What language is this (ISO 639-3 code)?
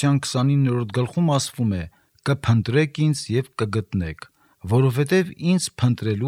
hye